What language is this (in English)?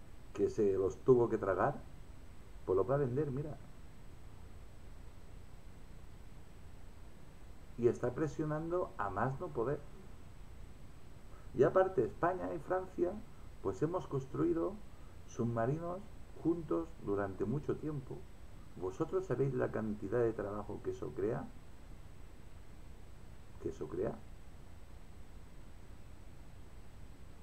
Spanish